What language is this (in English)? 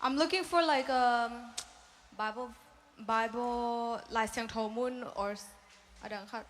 Tedim Chin